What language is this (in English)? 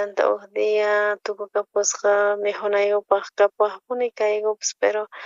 South Bolivian Quechua